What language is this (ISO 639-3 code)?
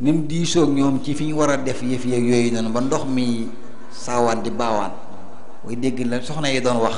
wol